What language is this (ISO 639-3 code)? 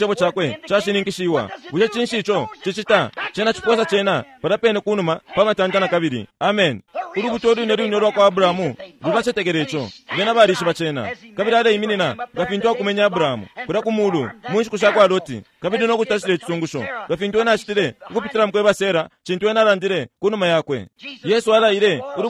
bem